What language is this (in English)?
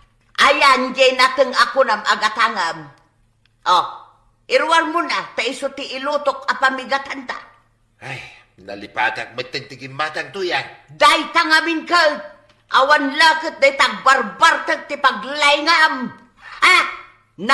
Iloko